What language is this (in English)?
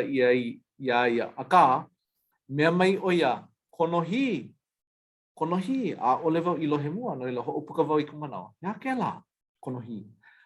Hawaiian